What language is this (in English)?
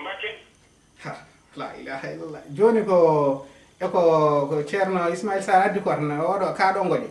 Fula